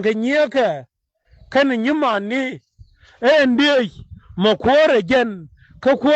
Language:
Nuer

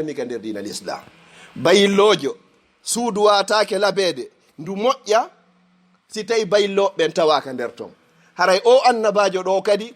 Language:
Fula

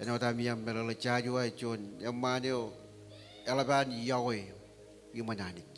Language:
Marshallese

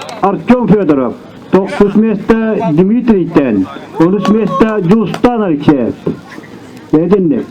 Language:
Yakut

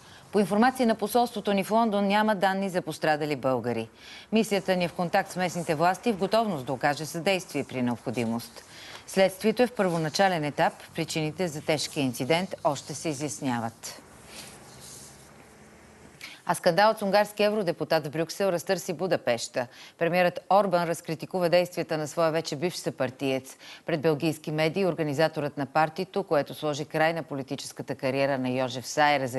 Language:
Bulgarian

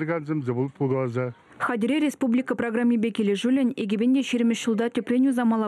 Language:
Chuvash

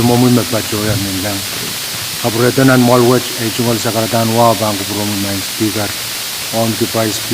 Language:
Pohnpeian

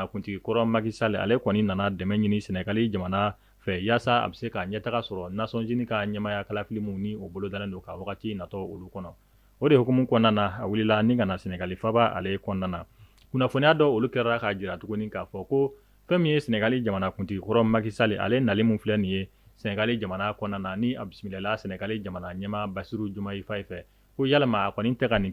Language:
Bambara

